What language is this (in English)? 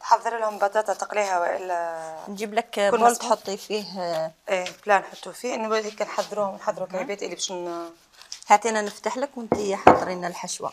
Algerian Arabic